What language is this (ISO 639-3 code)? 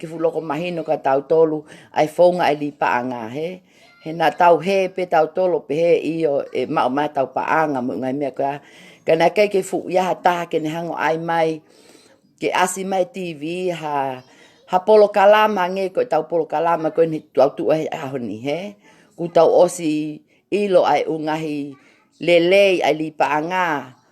ton